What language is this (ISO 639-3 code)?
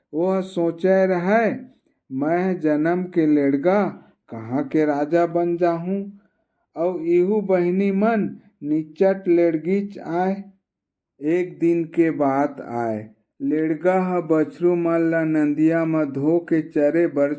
hne